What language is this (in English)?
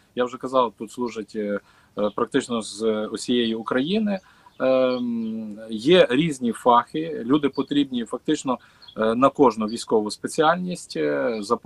Ukrainian